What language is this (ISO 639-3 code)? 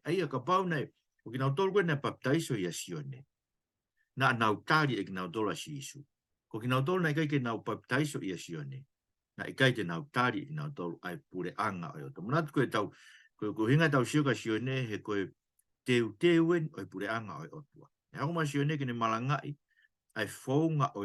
ton